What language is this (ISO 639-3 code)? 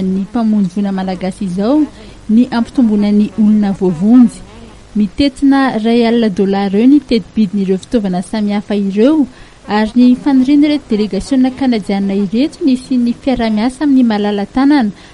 mlg